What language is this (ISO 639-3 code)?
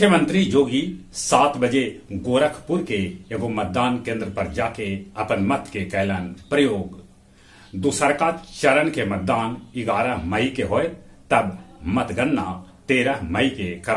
mag